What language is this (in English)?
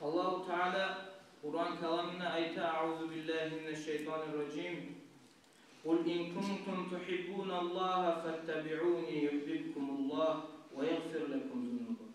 Kumyk